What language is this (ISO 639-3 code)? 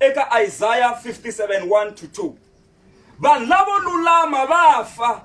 tso